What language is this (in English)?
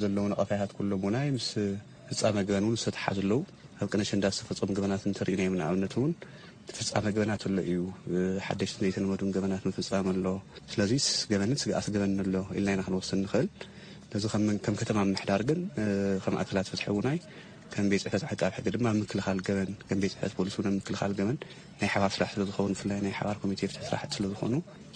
Tigrinya